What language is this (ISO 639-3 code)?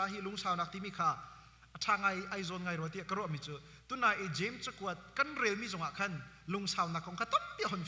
cnh